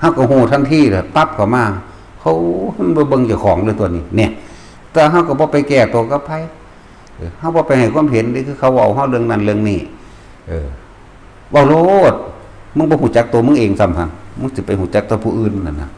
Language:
Northeastern Thai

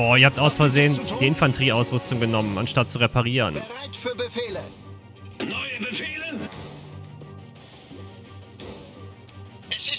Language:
German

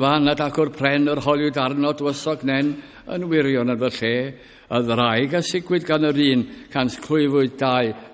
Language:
Welsh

